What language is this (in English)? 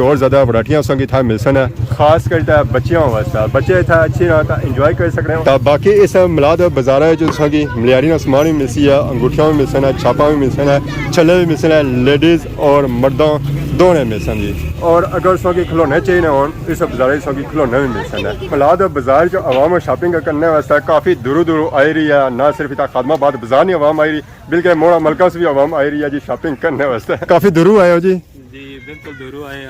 Pahari-Potwari